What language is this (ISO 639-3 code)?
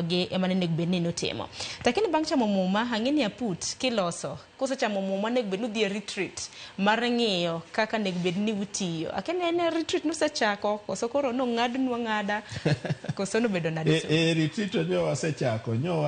luo